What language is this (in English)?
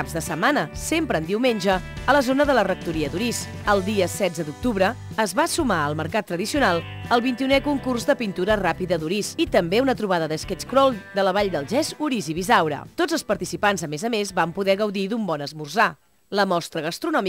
Catalan